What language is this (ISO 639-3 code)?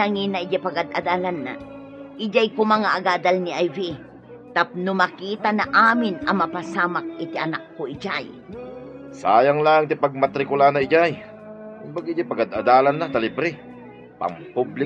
ilo